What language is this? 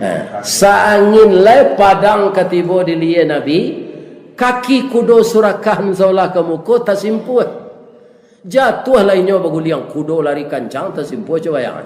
Minangkabau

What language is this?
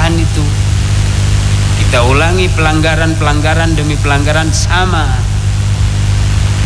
Indonesian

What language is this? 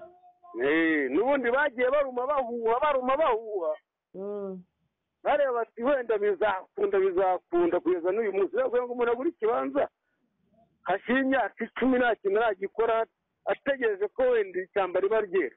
Kinyarwanda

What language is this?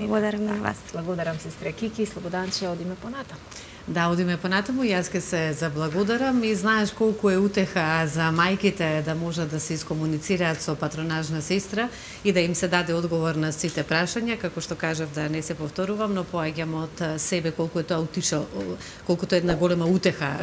Macedonian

